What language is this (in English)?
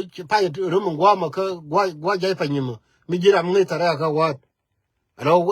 Nuer